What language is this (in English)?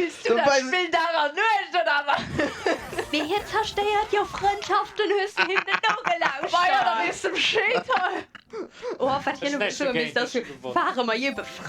Luxembourgish